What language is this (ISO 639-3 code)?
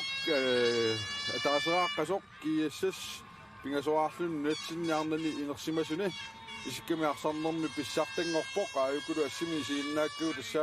kal